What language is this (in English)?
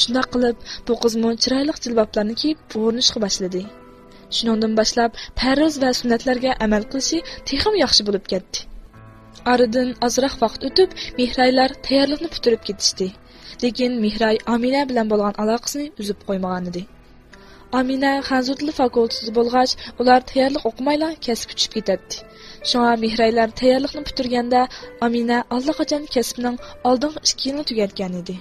Uyghur